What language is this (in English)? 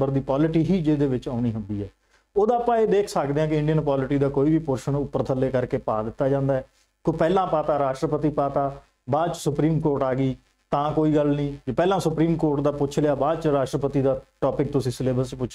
Punjabi